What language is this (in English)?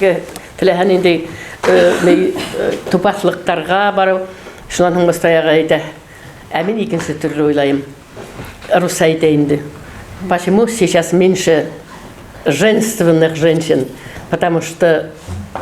Bashkir